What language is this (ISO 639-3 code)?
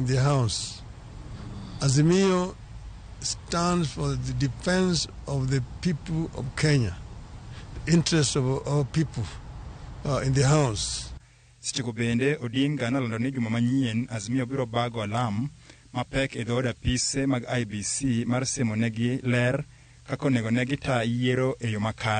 luo